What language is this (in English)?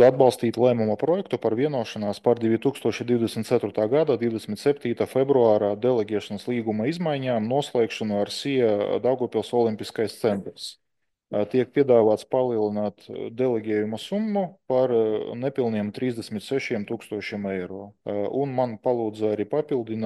Latvian